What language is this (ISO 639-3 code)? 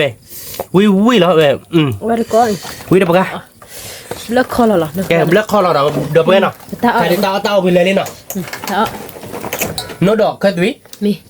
ksw